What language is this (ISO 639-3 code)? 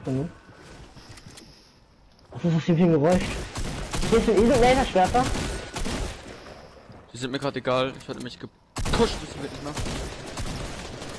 deu